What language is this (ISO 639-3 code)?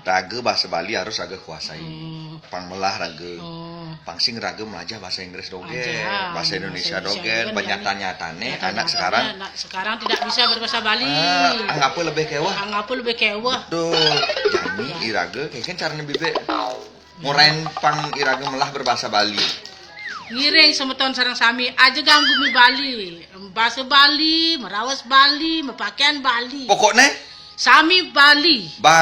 ban